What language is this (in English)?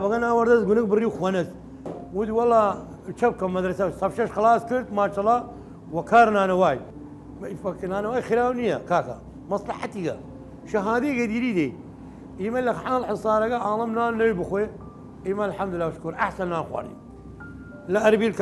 Southern Kurdish